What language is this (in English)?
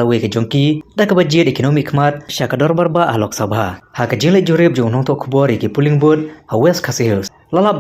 Khasi